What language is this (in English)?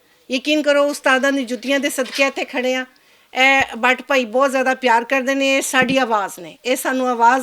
Western Panjabi